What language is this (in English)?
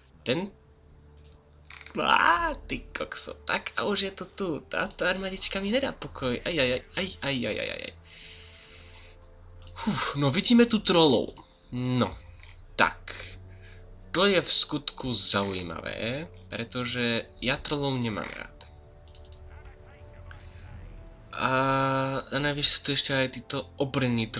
Slovak